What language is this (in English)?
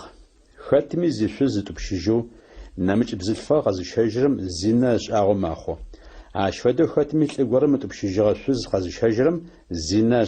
Adyghe